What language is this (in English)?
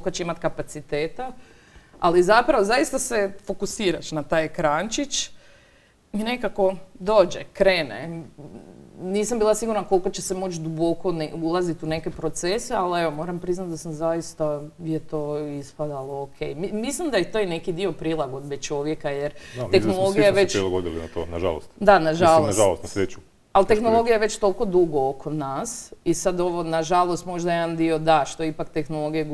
Croatian